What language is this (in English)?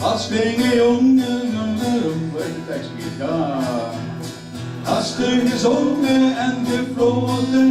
Limburgish